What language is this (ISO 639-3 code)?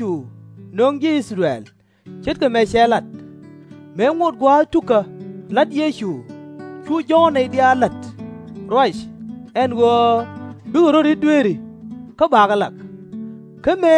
nus